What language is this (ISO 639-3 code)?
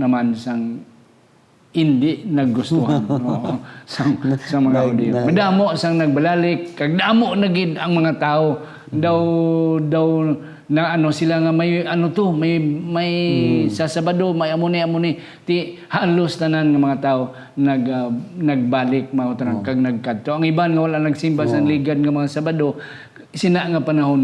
hil